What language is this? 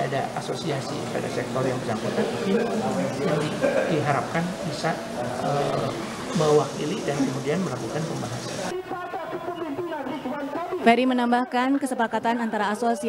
Indonesian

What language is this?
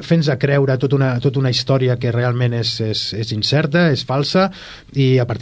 Catalan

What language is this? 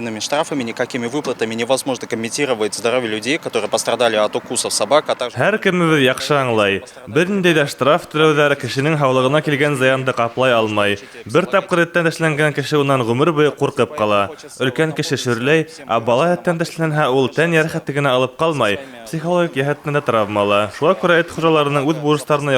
Bashkir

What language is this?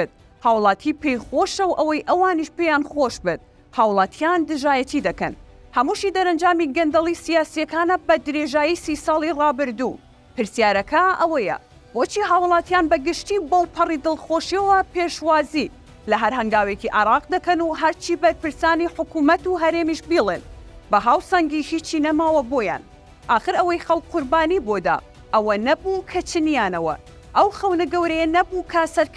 Central Kurdish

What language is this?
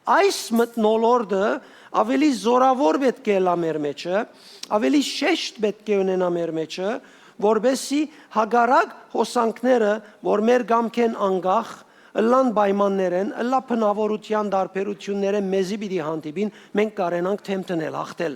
Western Armenian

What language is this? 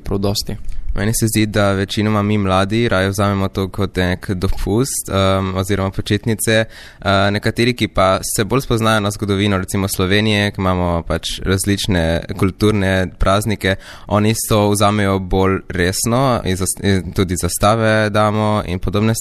Slovenian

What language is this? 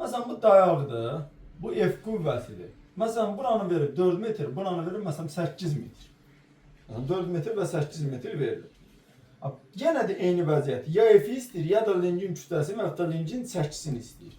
Azerbaijani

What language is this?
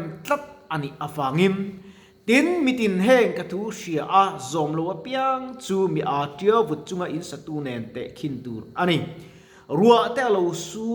Mizo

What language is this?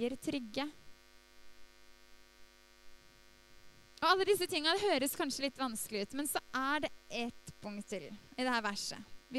Norwegian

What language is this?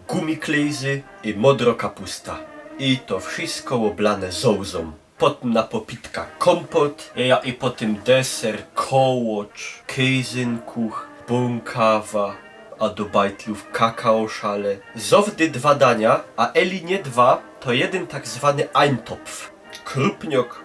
Silesian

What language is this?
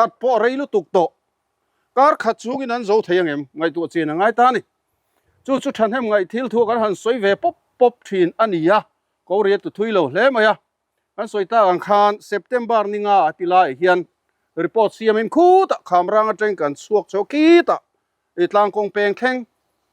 Mizo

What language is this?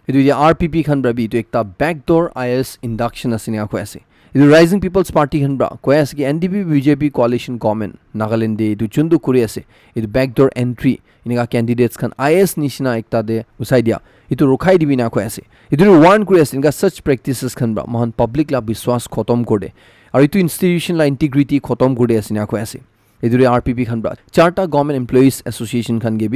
Naga Pidgin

